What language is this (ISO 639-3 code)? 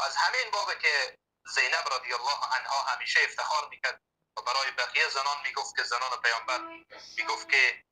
fas